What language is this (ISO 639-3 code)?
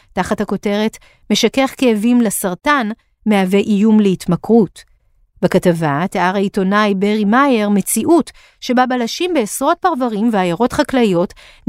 heb